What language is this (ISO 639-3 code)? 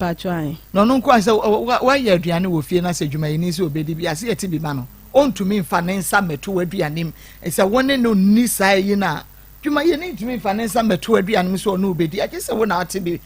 aka